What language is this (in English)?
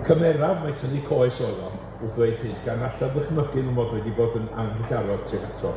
Welsh